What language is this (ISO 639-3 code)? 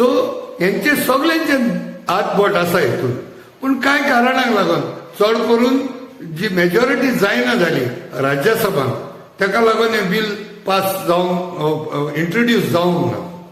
kok